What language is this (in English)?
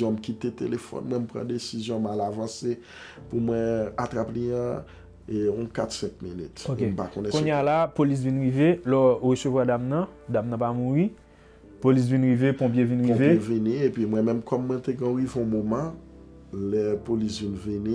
Haitian Creole